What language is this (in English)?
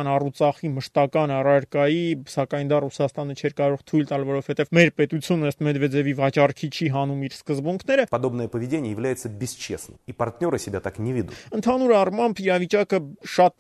Armenian